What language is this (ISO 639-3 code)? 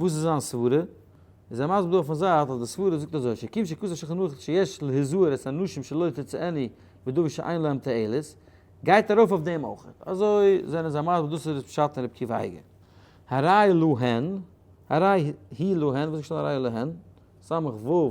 yid